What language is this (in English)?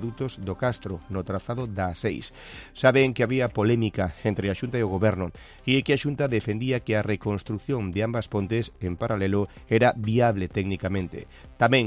Galician